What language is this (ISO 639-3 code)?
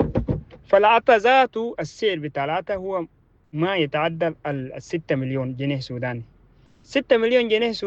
apd